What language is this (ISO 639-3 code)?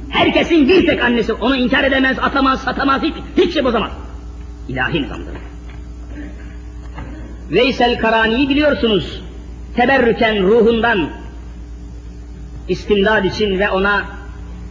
tur